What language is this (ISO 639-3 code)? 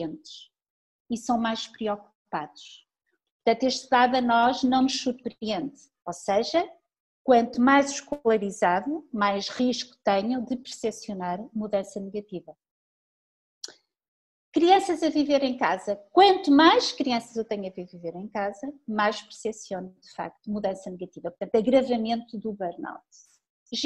por